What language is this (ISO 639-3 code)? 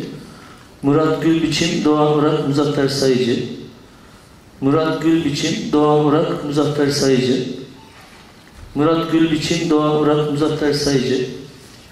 tur